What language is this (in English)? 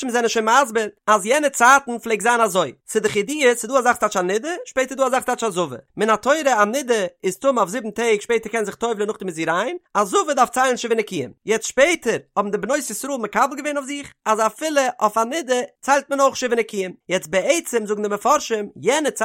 Yiddish